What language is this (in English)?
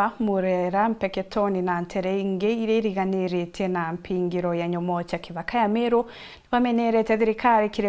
Meru